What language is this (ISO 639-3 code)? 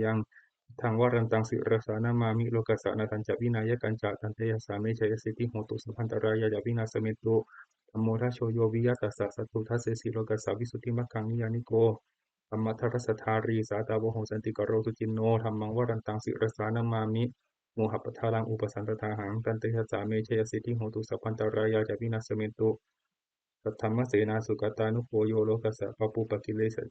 pli